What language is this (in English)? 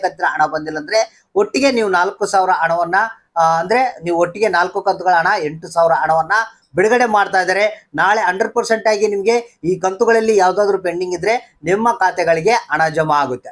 Kannada